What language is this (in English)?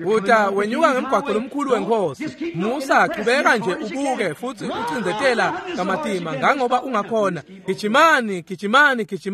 Swati